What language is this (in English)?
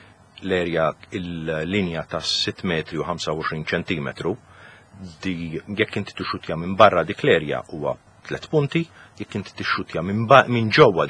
Maltese